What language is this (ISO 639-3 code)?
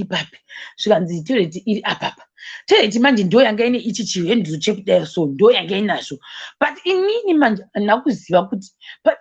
sna